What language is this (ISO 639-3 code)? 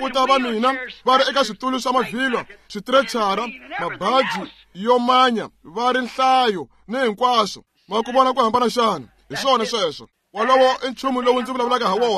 tso